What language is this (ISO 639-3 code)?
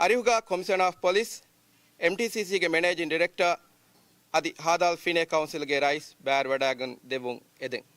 div